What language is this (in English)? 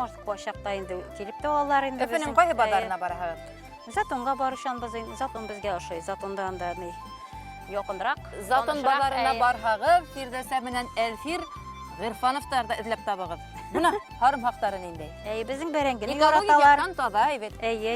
Bashkir